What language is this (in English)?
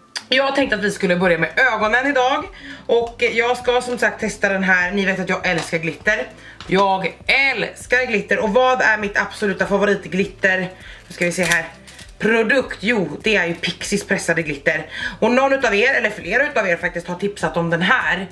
Swedish